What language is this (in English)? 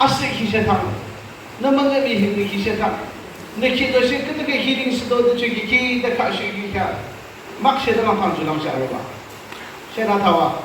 Yimchungru Naga